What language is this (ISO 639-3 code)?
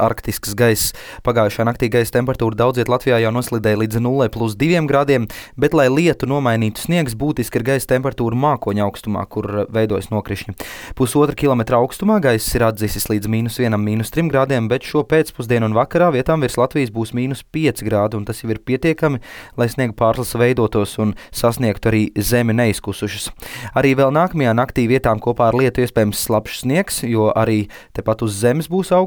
lav